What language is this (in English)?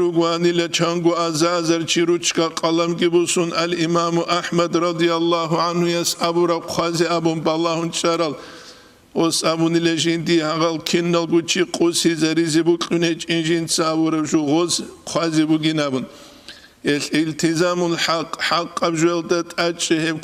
Avaric